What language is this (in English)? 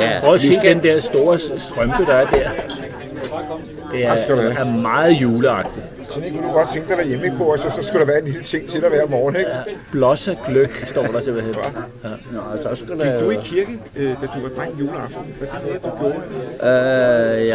Danish